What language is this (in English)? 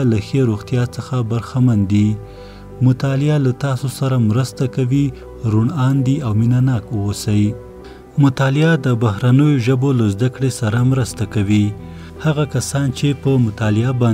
Pashto